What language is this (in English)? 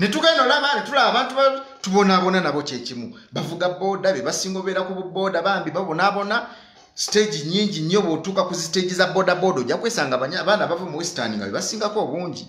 Ganda